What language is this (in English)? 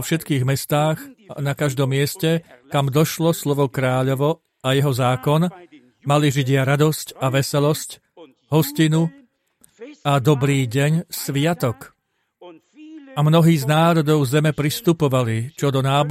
Slovak